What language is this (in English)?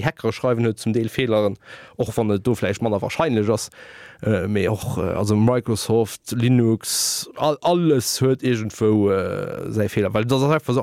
Luxembourgish